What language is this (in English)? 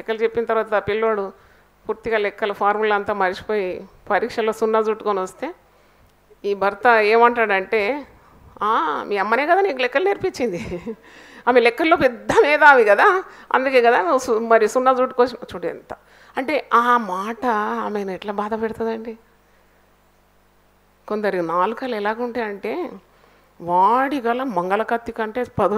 Telugu